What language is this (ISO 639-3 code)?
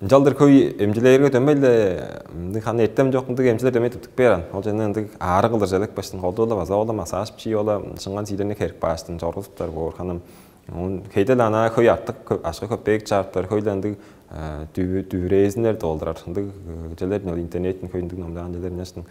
tyv